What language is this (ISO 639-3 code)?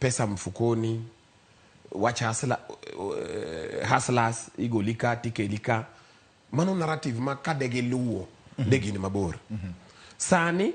luo